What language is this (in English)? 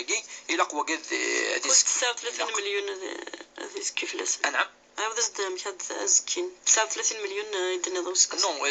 Kabyle